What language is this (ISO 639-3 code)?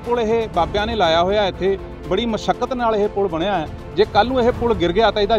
pan